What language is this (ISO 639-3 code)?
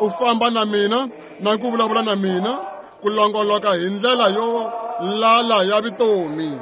tso